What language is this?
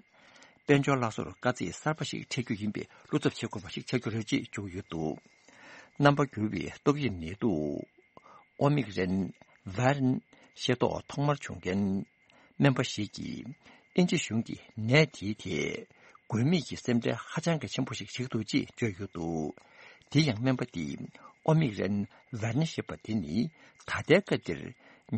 Tibetan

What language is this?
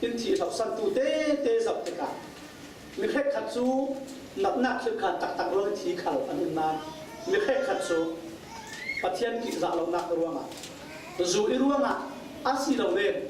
Falam Chin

